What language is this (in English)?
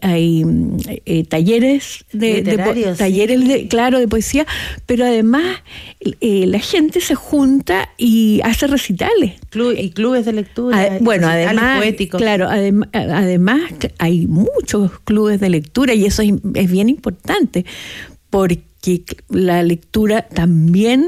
Spanish